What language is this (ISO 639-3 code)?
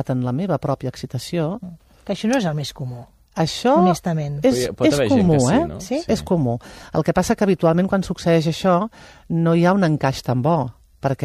cat